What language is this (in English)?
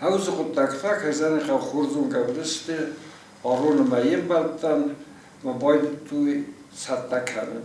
Ossetic